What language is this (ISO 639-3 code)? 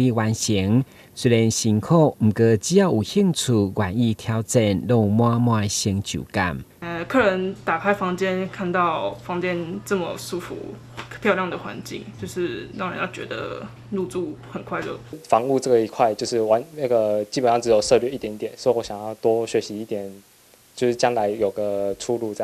nan